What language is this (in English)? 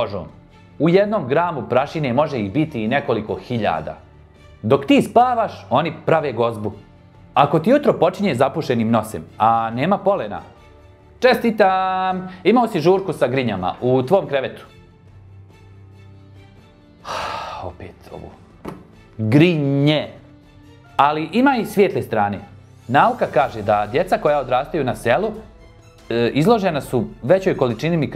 Bosnian